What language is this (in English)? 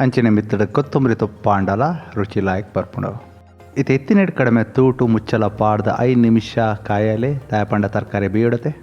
Tulu